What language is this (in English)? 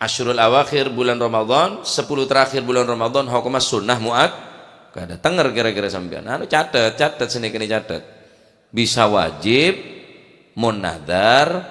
Madurese